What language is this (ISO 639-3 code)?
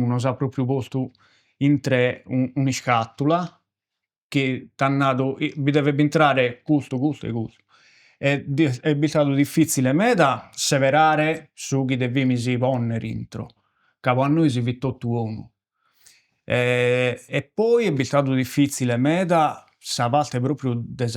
srd